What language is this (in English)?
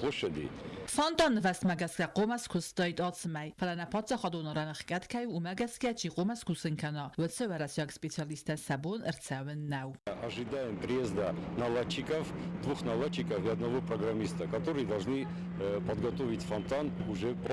Ossetic